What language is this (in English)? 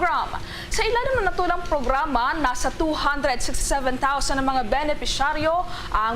Hiligaynon